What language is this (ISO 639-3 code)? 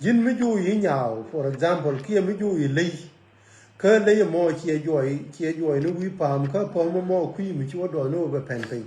nus